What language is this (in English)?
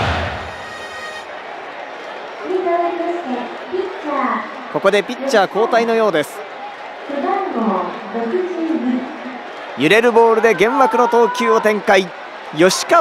Japanese